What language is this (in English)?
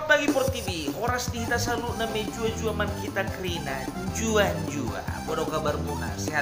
Batak Toba